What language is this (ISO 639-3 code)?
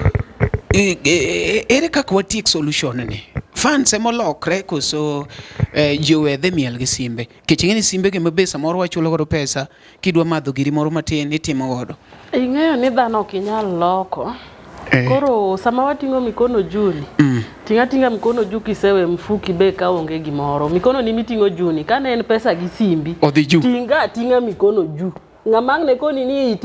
luo